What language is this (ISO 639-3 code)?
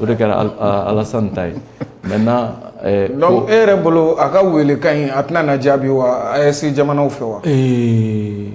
bam